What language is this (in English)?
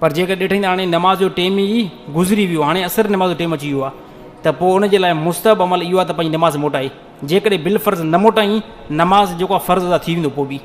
Sindhi